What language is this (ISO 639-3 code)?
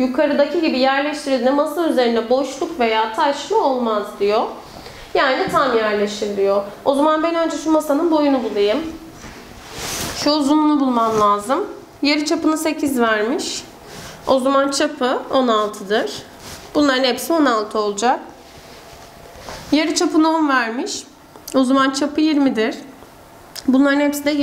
tur